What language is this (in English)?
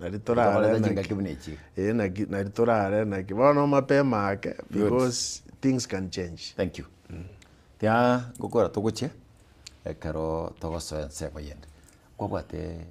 Gusii